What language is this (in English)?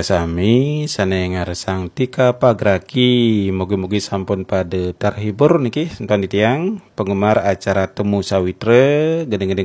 Balinese